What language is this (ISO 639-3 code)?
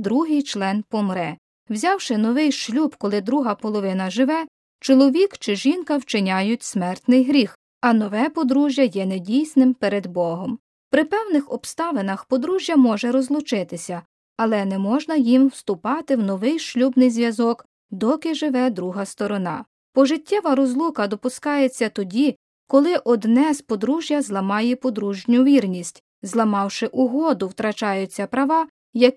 ukr